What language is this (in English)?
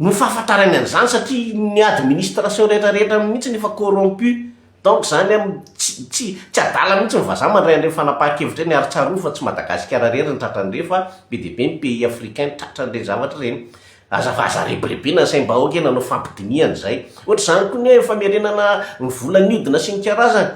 Malagasy